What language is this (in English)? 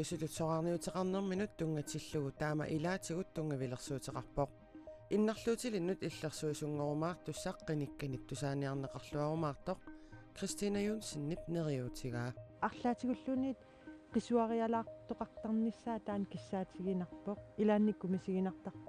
Kalaallisut